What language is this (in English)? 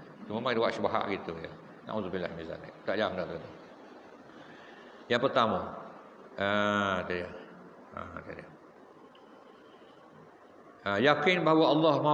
Malay